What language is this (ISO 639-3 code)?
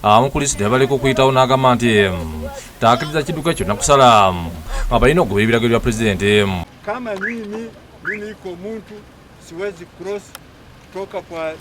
lug